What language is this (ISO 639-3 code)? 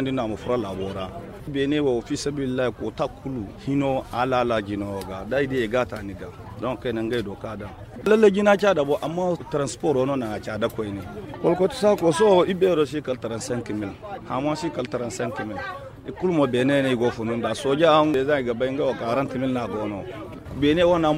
dje